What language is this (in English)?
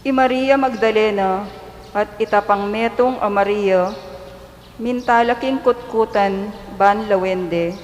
Pampanga